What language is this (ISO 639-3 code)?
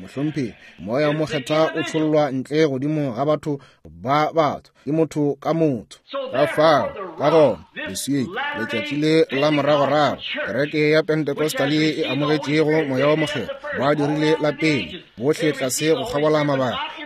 nso